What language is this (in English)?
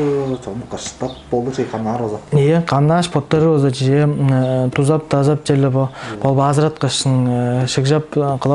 Tuvinian